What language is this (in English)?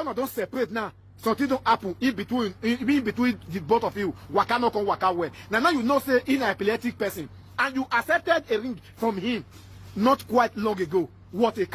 Nigerian Pidgin